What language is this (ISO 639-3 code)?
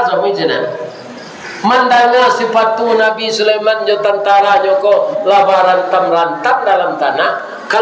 min